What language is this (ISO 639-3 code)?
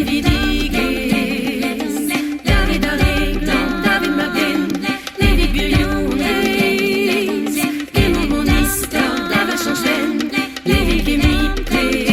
bre